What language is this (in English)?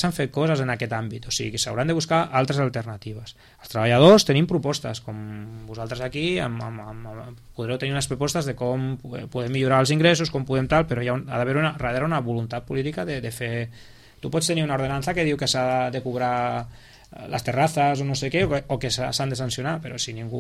Catalan